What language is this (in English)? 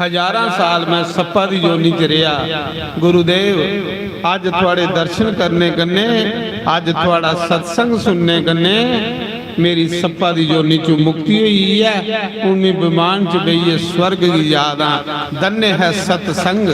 Dogri